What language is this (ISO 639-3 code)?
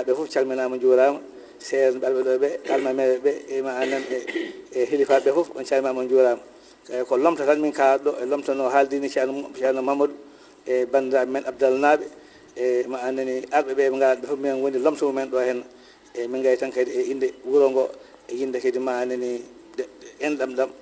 ful